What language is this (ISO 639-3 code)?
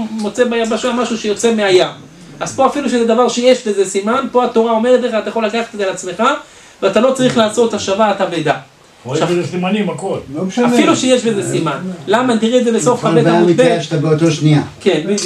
heb